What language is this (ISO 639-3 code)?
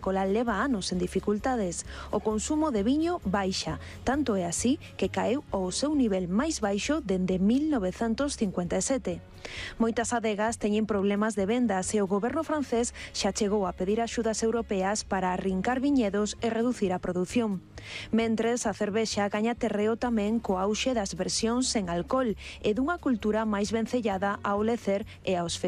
glg